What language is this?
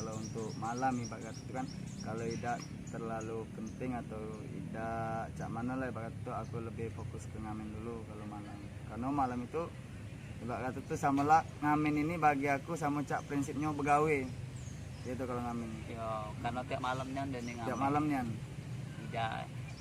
Musi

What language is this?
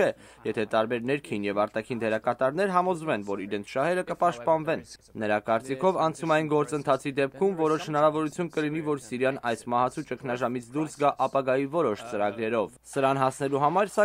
Armenian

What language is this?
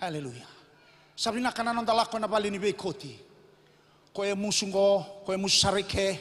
Fijian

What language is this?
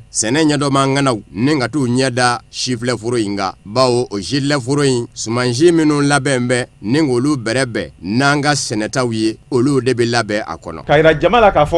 Bambara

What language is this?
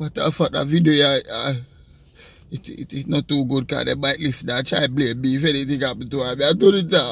Jamaican Creole English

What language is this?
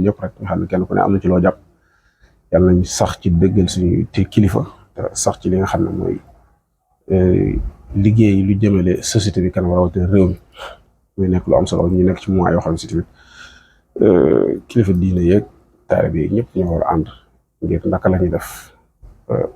Wolof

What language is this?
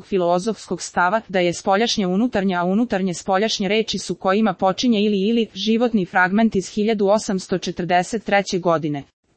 Serbian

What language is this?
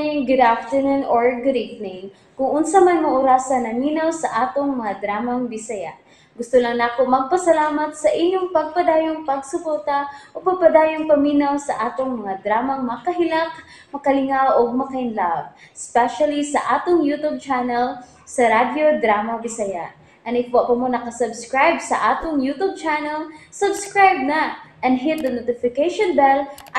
Cebuano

